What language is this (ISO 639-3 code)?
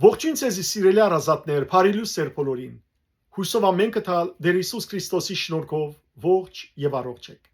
hyw